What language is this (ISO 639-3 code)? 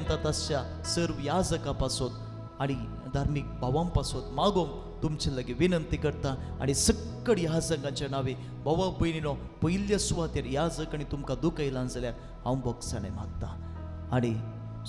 kok